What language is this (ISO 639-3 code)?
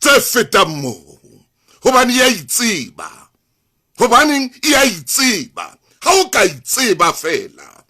sot